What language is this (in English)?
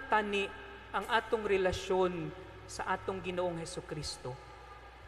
Cebuano